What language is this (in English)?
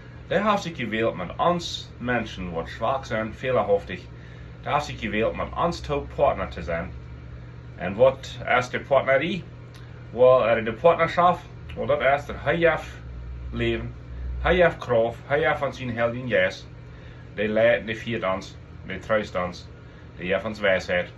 Plautdietsch